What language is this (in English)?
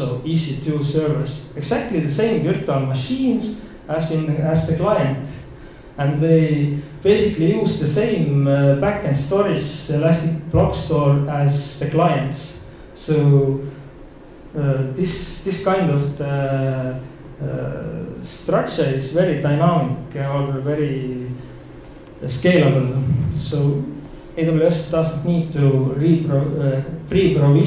English